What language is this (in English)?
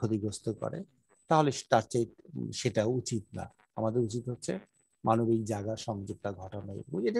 Bangla